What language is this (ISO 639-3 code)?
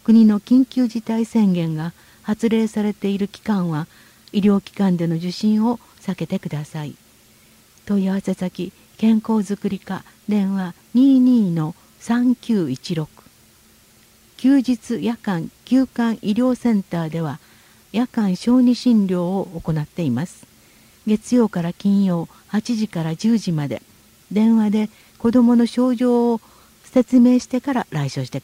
jpn